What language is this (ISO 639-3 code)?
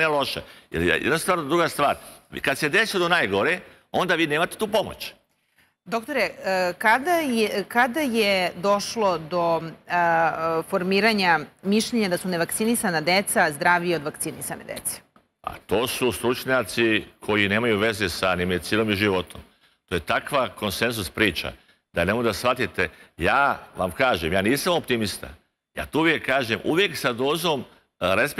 srp